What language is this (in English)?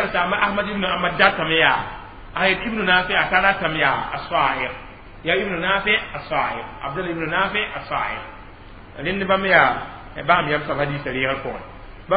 Mossi